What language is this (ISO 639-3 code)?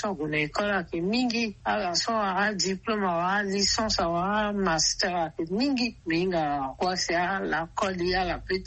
sag